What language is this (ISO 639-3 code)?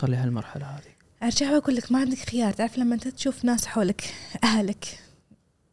afb